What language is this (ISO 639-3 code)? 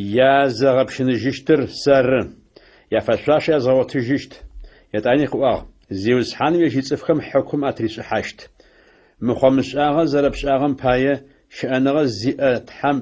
ady